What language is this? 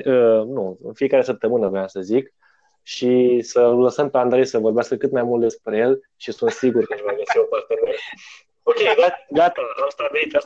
Romanian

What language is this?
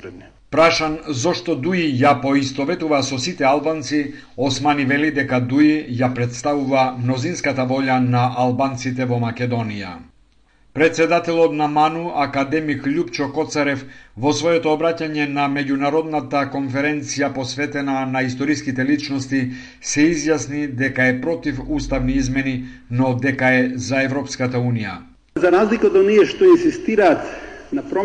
Macedonian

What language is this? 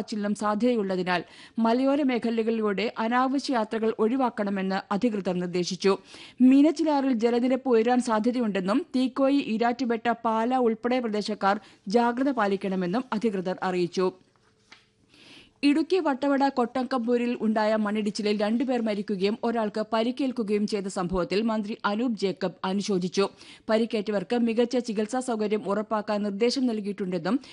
Malayalam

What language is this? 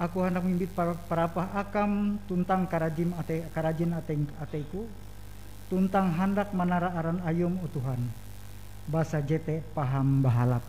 Ngaju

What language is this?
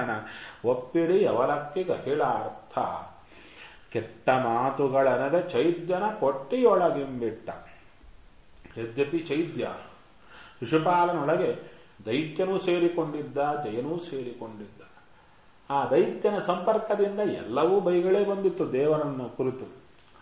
Kannada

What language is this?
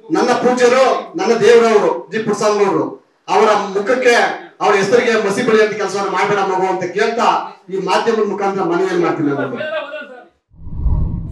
Kannada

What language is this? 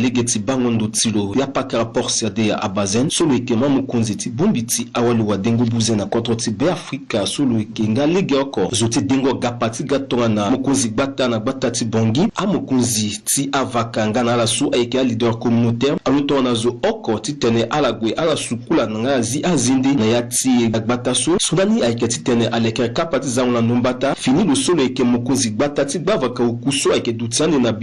Sango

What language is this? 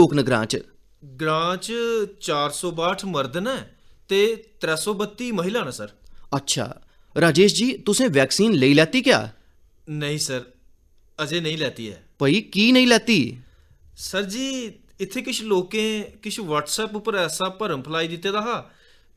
Dogri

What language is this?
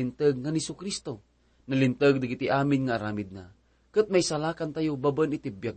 Iloko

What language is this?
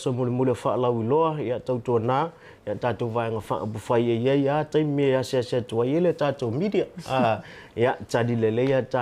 Samoan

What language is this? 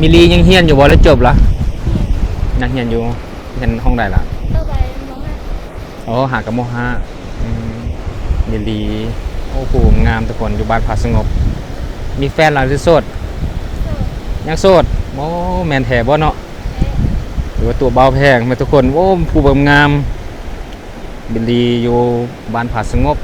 Lao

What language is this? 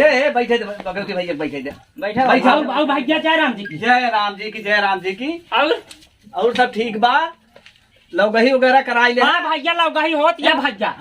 Awadhi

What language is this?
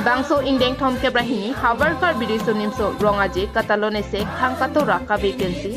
Karbi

